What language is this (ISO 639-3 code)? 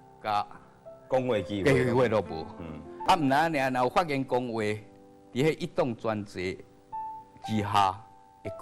nan